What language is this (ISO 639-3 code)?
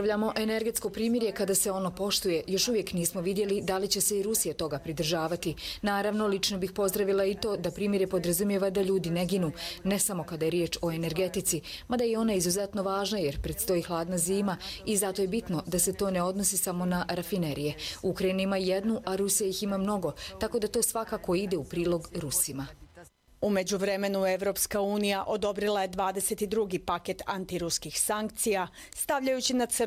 bos